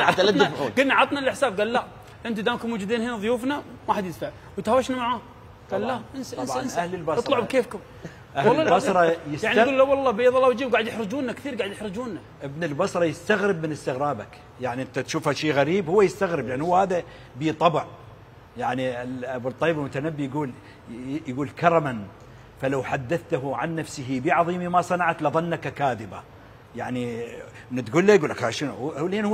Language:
Mesopotamian Arabic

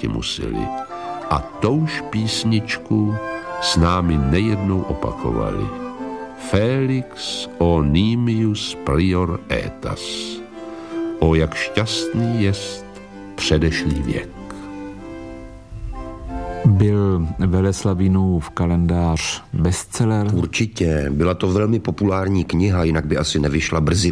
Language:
Czech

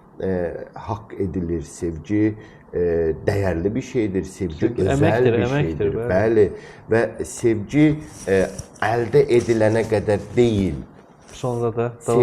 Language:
Azerbaijani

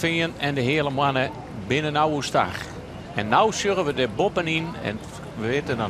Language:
Western Frisian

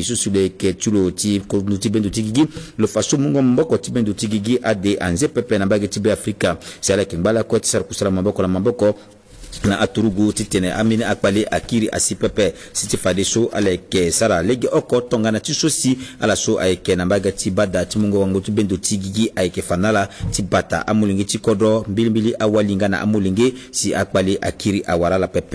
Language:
Sango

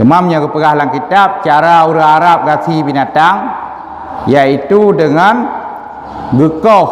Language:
Achinese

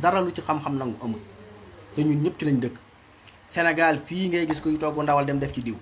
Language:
Wolof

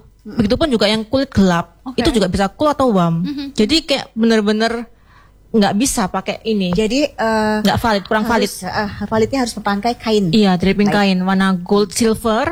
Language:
Indonesian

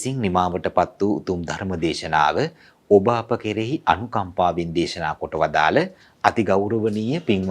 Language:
Sinhala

